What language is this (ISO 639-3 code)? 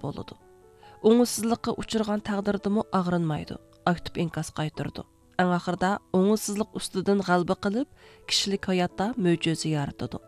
uig